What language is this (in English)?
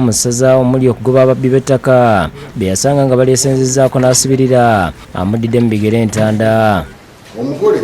Ganda